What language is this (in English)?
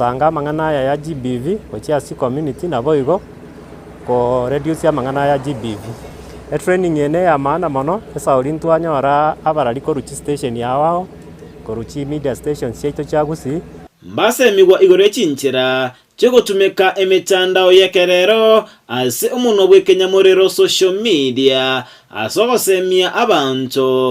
Gusii